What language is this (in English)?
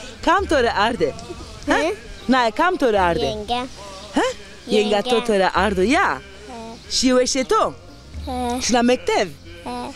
Zaza